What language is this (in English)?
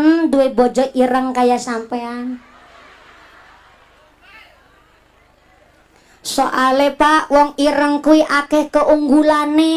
Javanese